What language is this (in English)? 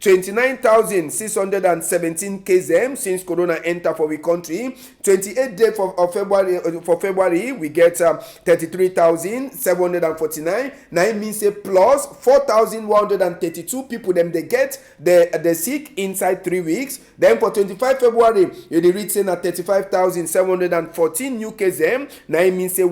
Cameroon Pidgin